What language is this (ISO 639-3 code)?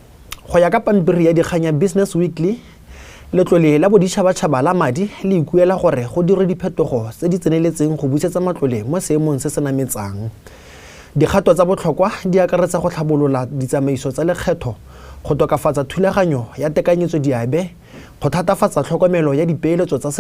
tsn